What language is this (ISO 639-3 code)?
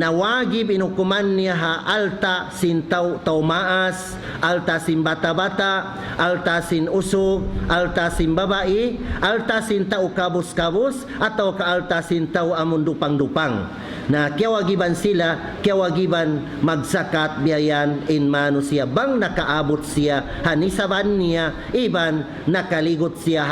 tsg